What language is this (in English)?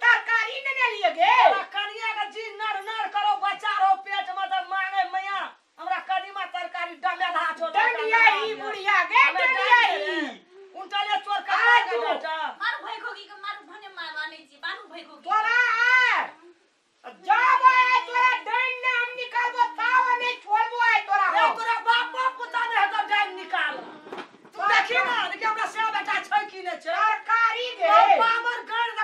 Maithili